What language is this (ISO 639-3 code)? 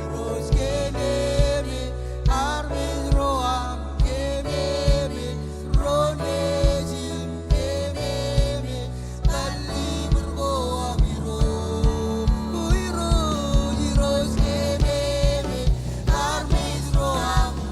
mah